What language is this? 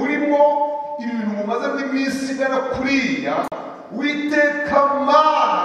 Kinyarwanda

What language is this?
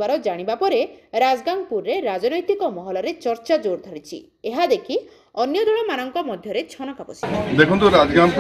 Odia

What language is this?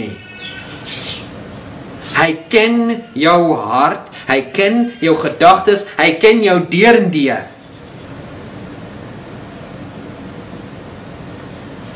Afrikaans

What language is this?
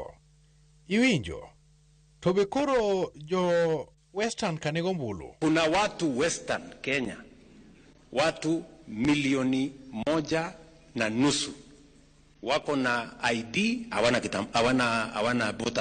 Luo (Kenya and Tanzania)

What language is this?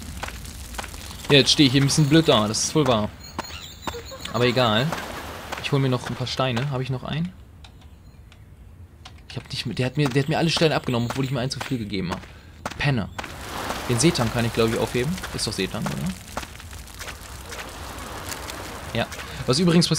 German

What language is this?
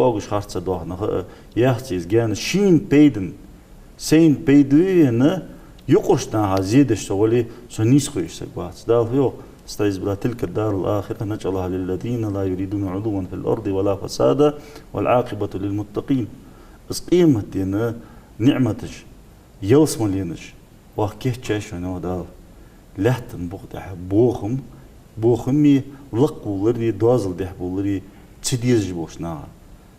Ingush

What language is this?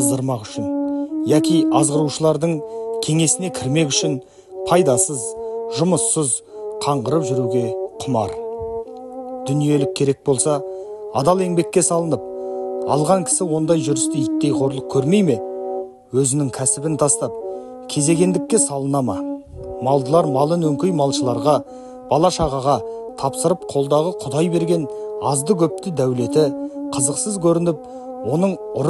Kazakh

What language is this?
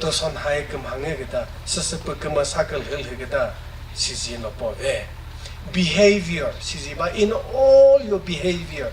Chokri Naga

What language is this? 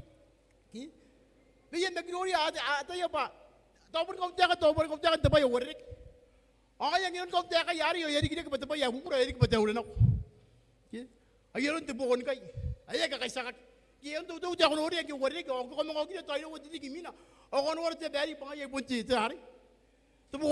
Gilbertese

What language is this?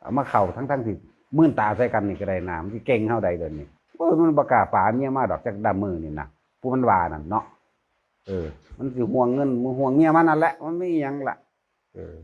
Northeastern Thai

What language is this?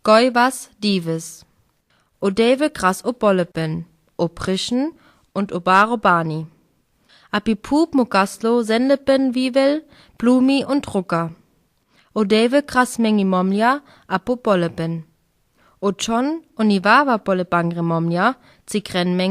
Sinte Romani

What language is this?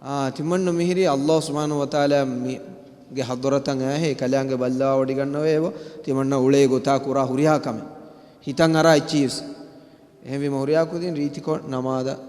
Divehi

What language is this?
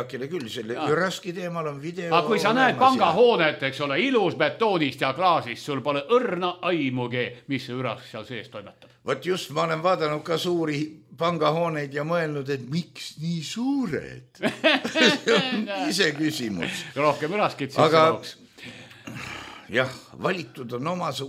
Estonian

